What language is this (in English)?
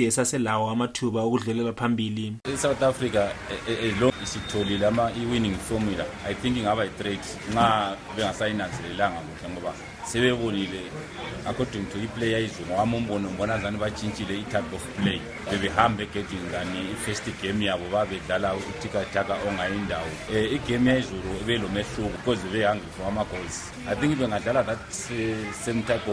North Ndebele